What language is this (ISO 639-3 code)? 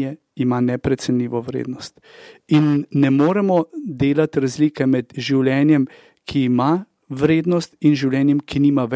slv